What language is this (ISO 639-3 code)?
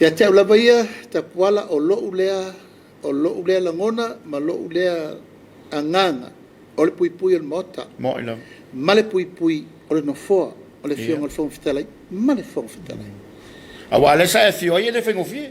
smo